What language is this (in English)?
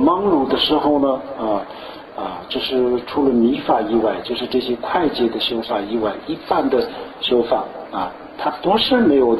Chinese